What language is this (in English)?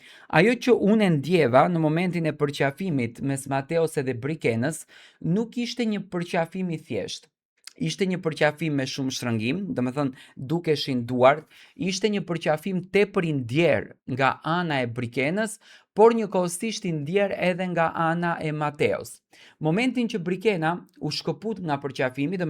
Albanian